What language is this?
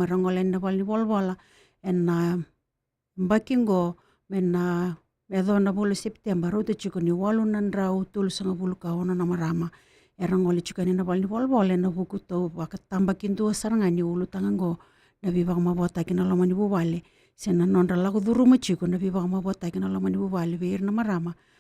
Fijian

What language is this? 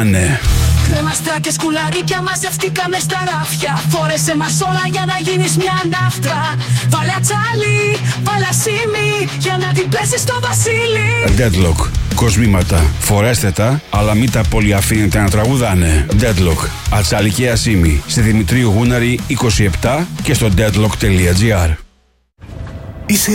Greek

